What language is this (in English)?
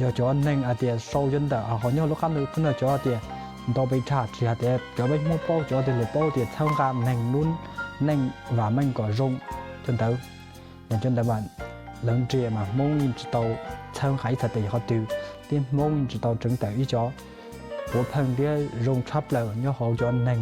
Hmong